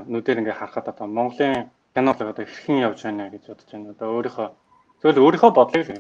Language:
Mongolian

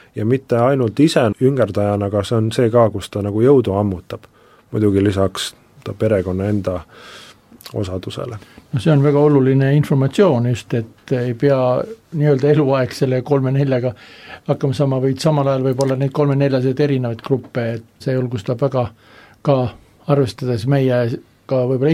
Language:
Estonian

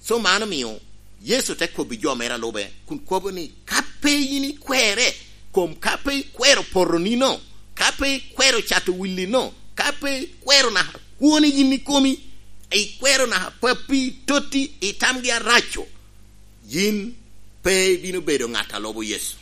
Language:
Lango (Uganda)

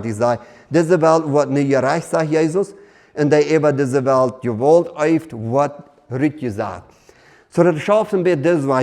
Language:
Plautdietsch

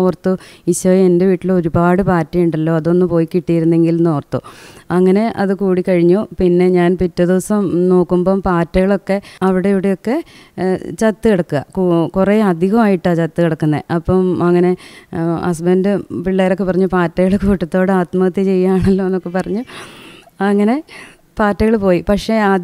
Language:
Malayalam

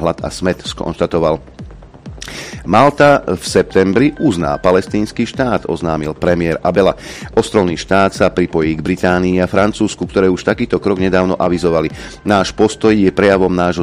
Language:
Slovak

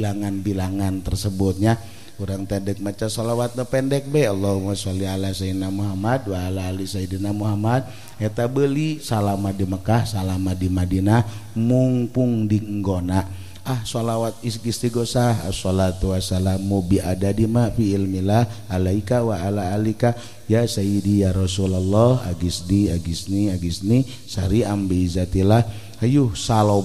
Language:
Sundanese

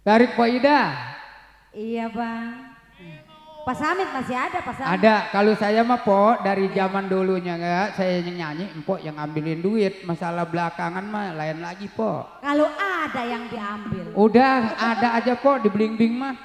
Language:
Betawi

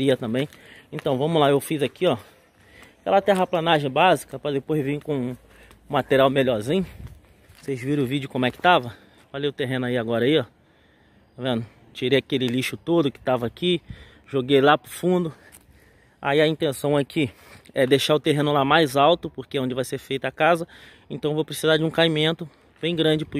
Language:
Portuguese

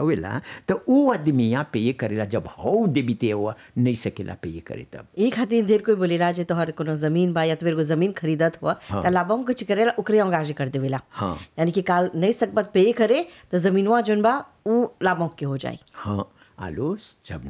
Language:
Bhojpuri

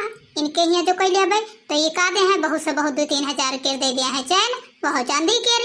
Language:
Awadhi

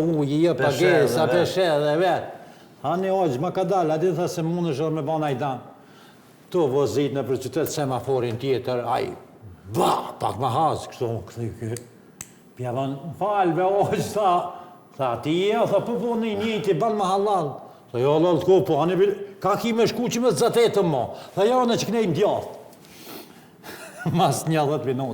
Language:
Albanian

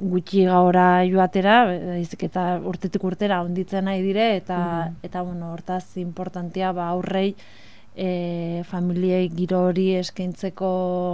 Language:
Basque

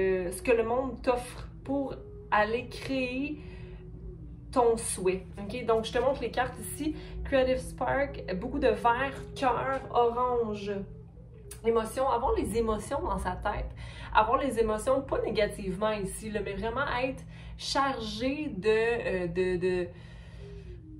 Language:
French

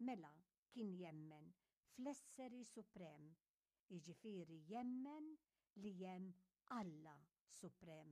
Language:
Maltese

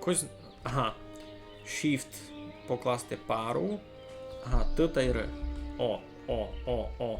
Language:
Rusyn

